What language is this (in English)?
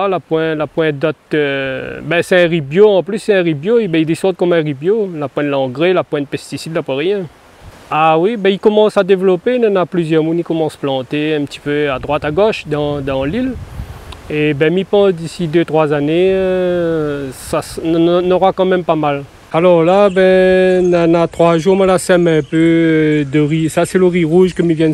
Réunion Creole French